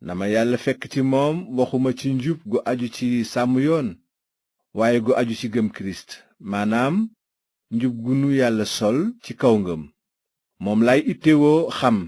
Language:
Wolof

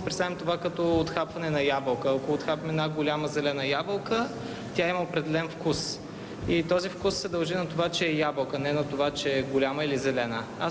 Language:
Bulgarian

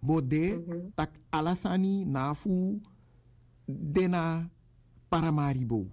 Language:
Sranan Tongo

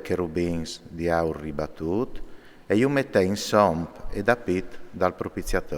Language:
Friulian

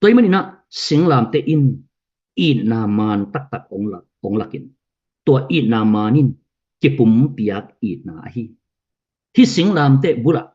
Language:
Tedim Chin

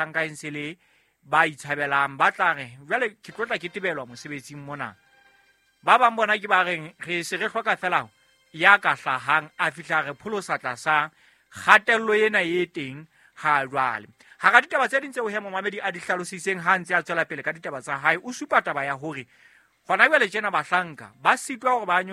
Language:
Southern Sotho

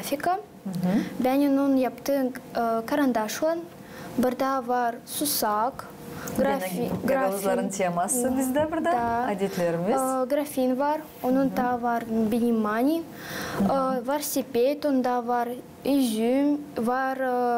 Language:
Gagauz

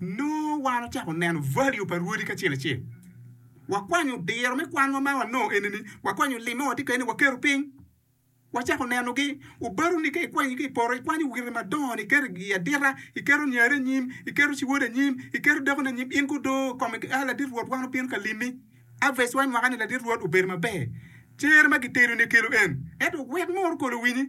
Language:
Acoli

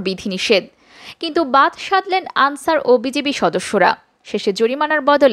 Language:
Bangla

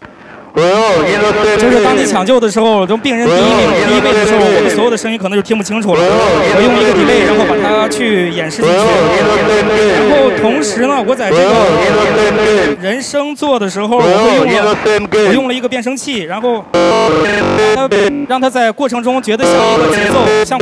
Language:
Chinese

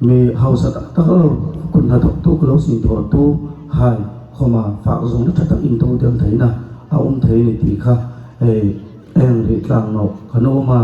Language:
Hmar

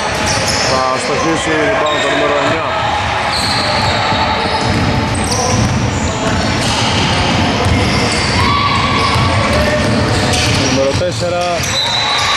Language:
Greek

